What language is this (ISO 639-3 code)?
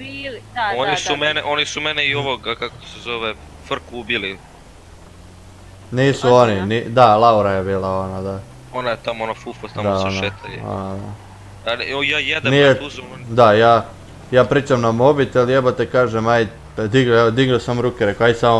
hrv